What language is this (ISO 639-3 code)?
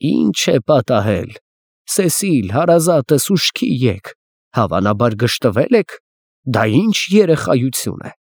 hye